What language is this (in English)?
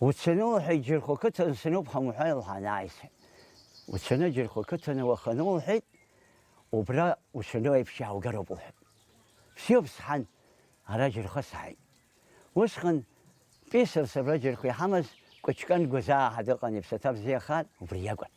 Abkhazian